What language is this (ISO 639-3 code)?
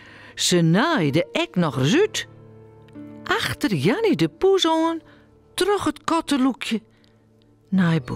fry